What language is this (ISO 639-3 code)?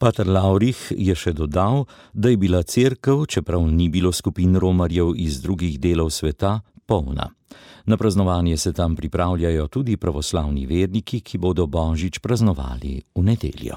slv